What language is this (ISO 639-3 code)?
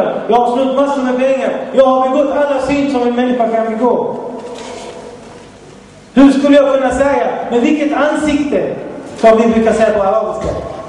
swe